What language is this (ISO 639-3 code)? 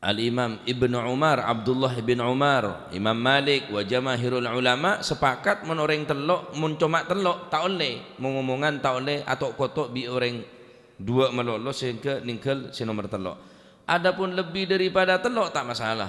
mad